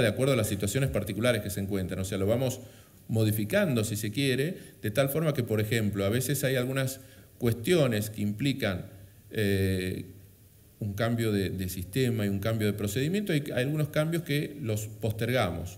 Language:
Spanish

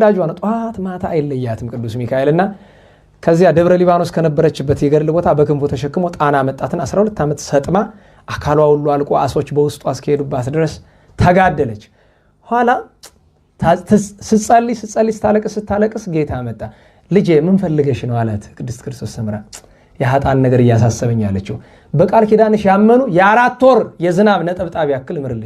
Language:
Amharic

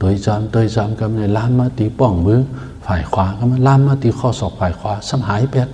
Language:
Shan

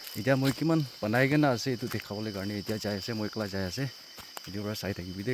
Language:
Naga Pidgin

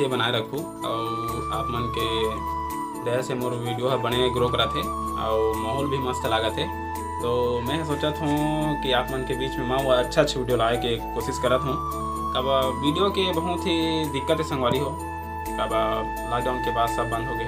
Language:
Chhattisgarhi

